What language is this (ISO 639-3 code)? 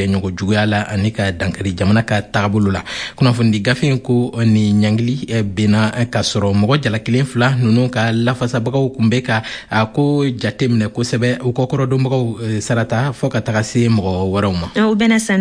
bam